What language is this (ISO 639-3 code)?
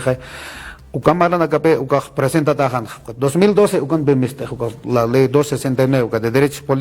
aym